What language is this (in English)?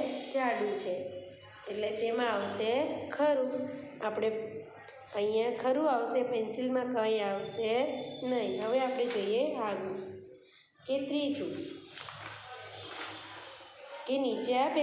Gujarati